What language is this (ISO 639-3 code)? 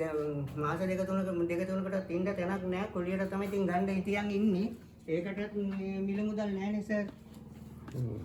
sin